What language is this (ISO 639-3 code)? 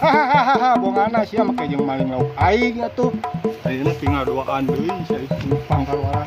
sun